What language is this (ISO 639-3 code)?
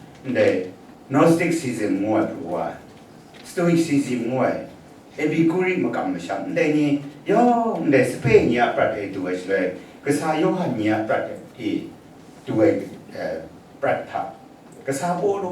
kac